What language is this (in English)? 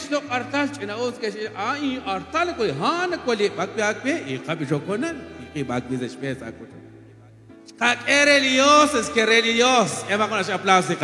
Kekchí